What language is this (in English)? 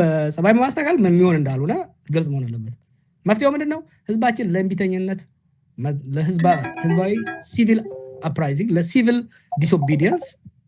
Amharic